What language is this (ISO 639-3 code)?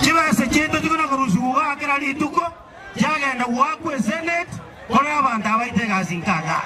guz